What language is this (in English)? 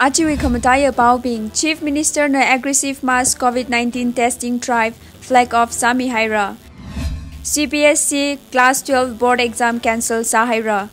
Tangkhul Naga (India)